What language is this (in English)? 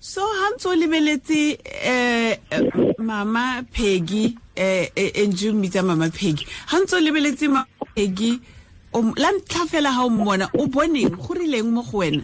Tswana